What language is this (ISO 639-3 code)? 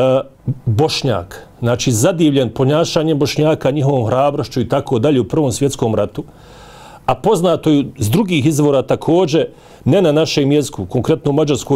bos